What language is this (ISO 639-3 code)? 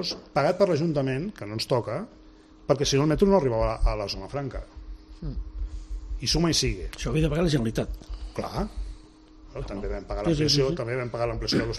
cat